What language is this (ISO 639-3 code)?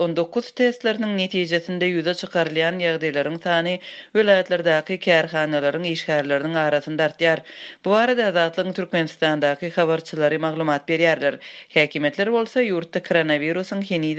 tuk